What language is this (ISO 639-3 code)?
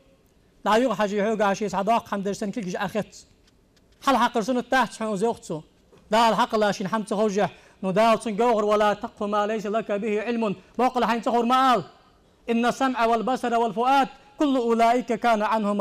inh